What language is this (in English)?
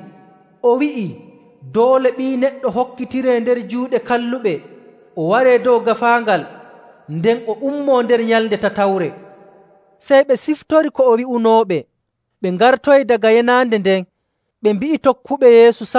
Nigerian Fulfulde